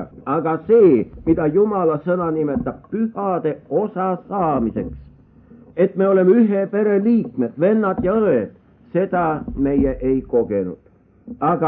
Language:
Estonian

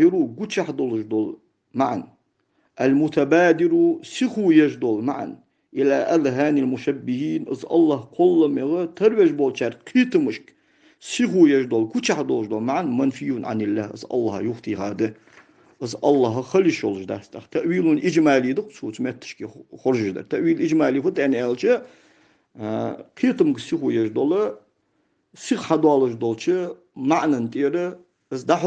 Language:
Ingush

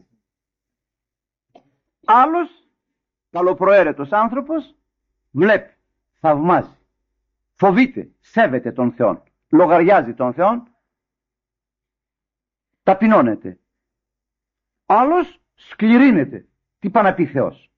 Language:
Greek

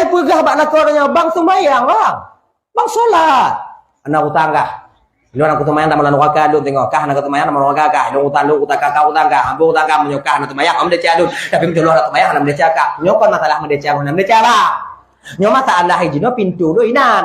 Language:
Achinese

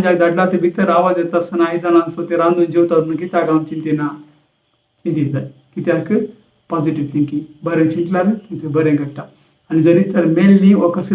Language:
Konkani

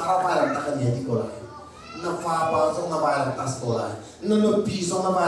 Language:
Hakha Chin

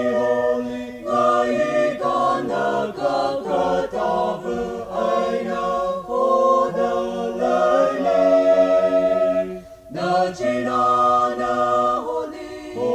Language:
Tangkhul Naga (India)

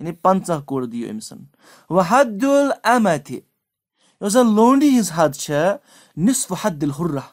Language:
Kashmiri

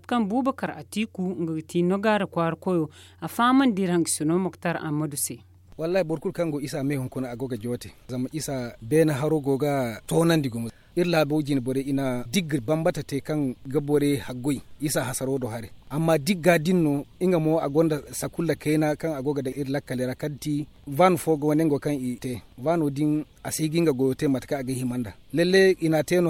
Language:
Zarma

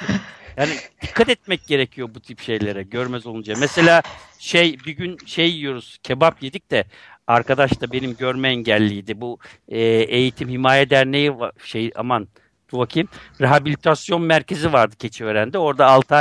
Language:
Turkish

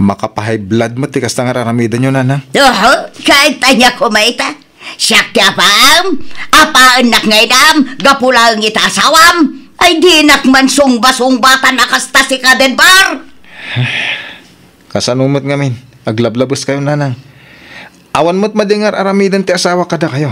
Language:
Iloko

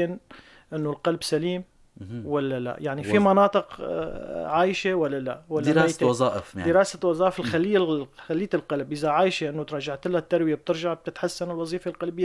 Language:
North Levantine Arabic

